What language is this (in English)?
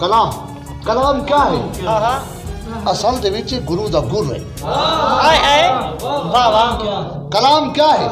Saraiki